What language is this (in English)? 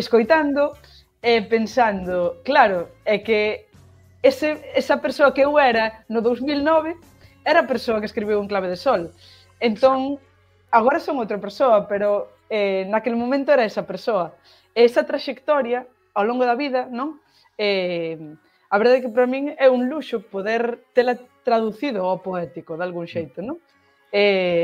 Galician